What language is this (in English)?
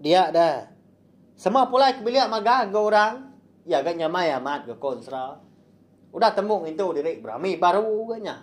Iban